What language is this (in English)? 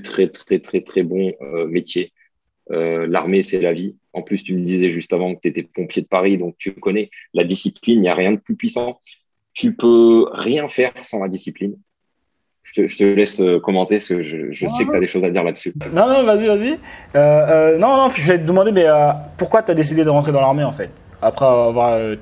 French